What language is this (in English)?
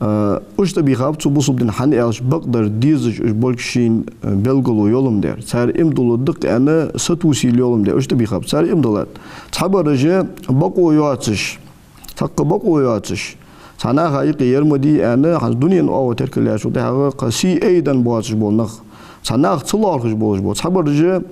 Ingush